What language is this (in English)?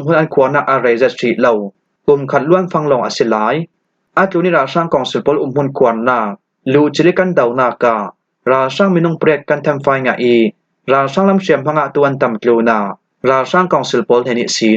Falam Chin